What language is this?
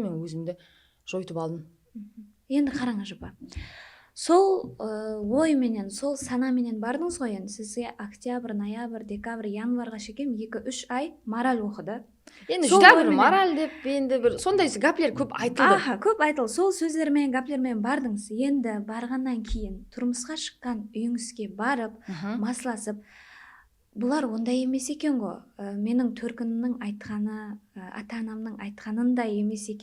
Kara-Kalpak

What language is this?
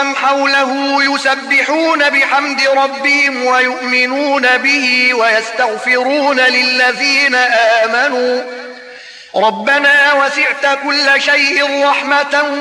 Arabic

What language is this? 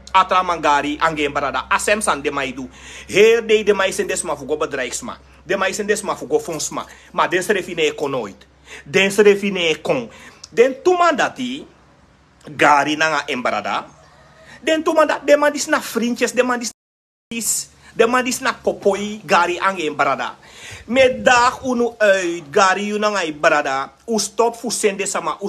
Sranan Tongo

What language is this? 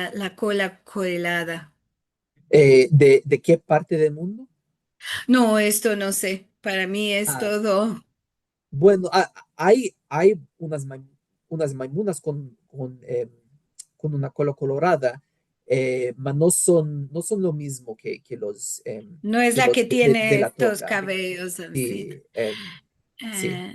Ladino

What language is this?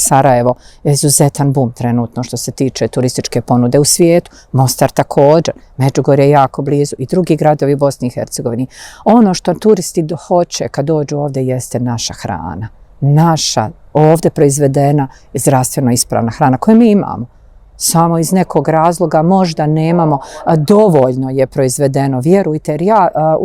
Bosnian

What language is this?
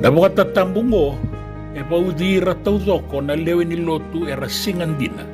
Fijian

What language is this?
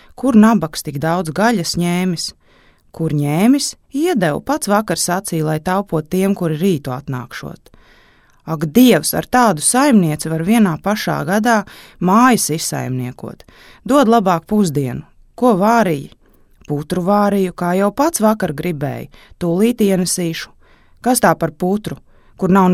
Latvian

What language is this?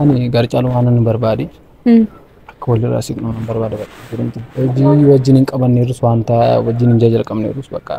Oromo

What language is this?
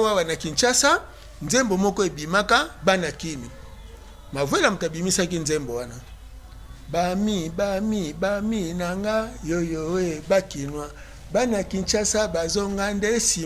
Lingala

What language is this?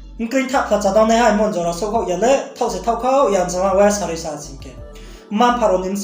Riang (India)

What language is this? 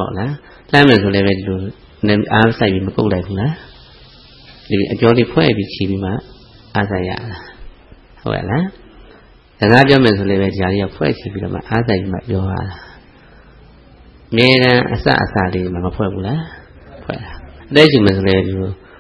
Burmese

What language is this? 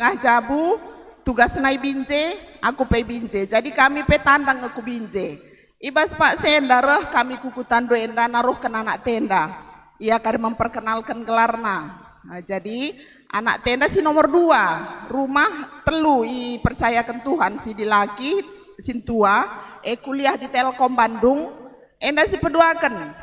Batak Karo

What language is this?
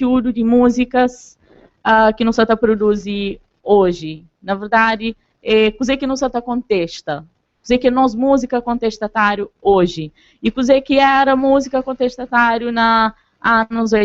Kabuverdianu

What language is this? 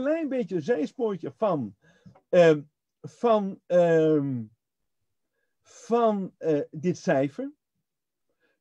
Dutch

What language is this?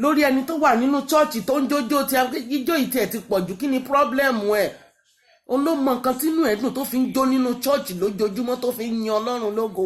Yoruba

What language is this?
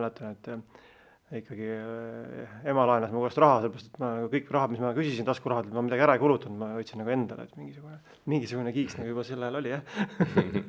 Estonian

